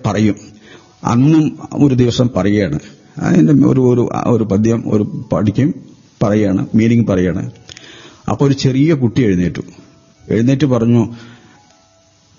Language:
Malayalam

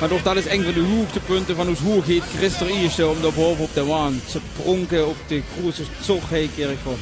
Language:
Limburgish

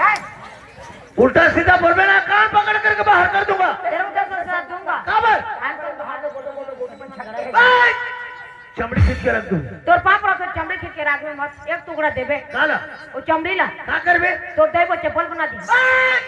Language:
Chhattisgarhi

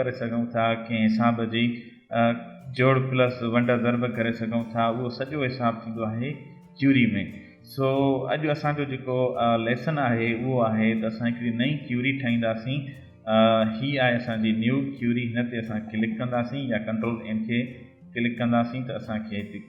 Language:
Sindhi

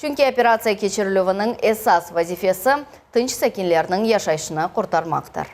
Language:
Crimean Tatar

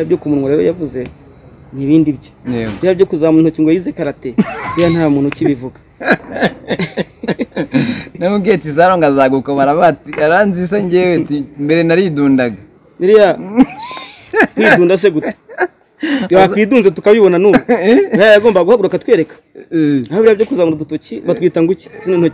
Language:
Kinyarwanda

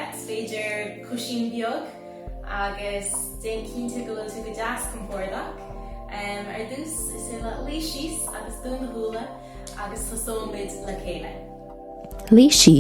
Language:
Irish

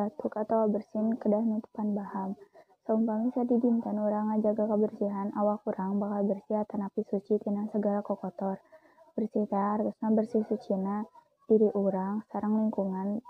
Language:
Sundanese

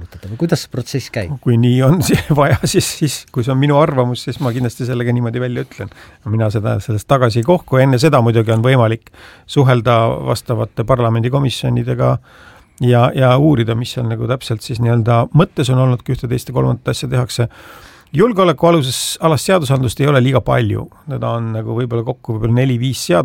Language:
Estonian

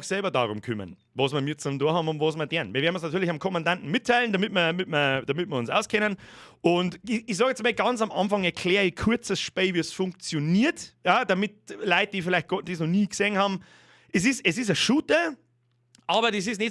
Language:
Bavarian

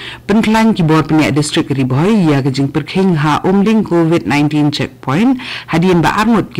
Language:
Khasi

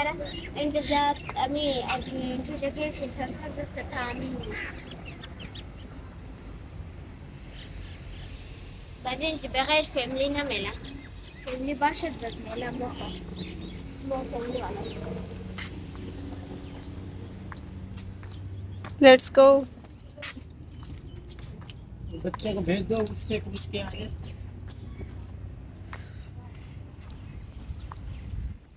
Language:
Persian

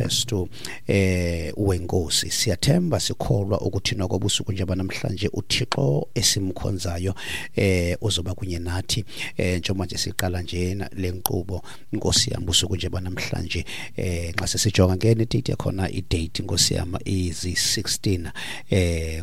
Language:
Xhosa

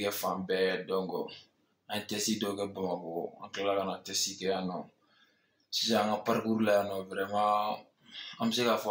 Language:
Bambara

